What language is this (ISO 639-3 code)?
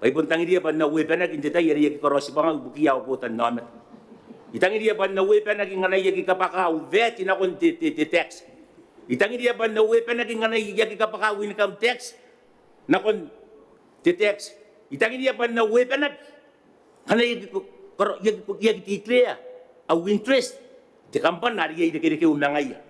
gil